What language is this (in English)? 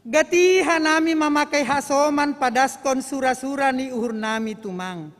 Batak Simalungun